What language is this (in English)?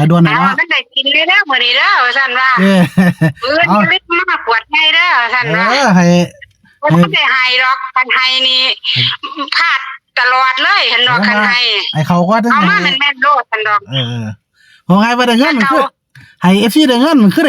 Northeastern Thai